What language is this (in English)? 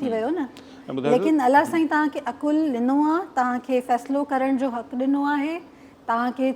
Sindhi